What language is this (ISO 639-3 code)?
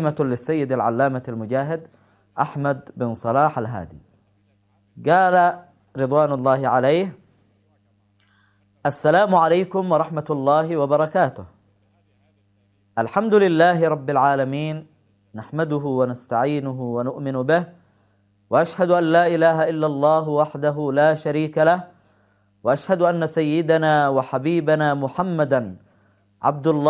ara